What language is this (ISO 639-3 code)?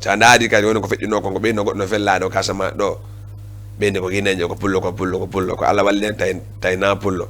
ful